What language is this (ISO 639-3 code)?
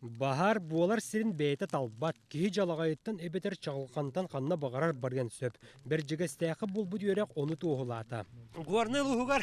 sah